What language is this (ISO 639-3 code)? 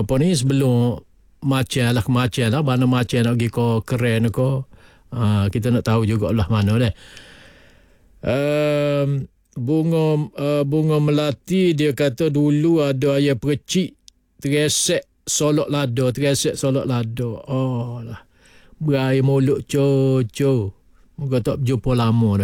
msa